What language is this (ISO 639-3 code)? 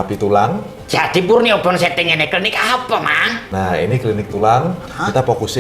bjn